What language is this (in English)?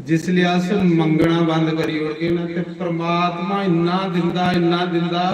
Dogri